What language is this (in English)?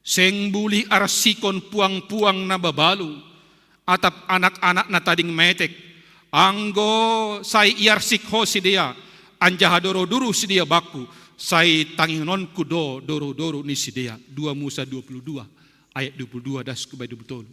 Batak Simalungun